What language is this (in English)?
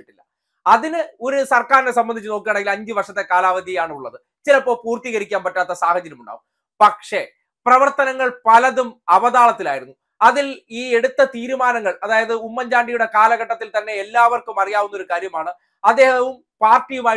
Malayalam